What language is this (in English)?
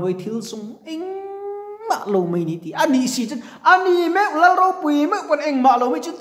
Mizo